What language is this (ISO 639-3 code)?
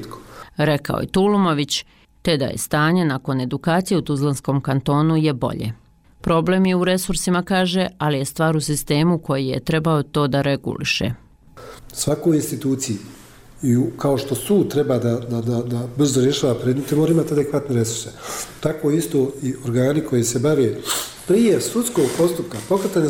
bos